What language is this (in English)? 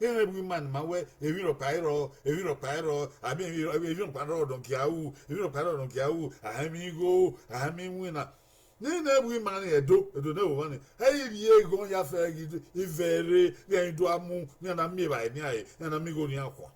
Bini